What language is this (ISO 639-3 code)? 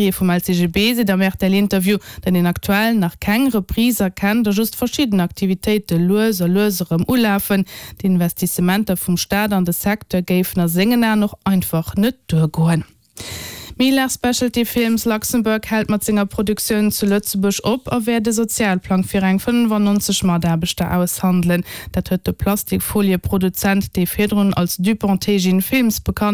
ltz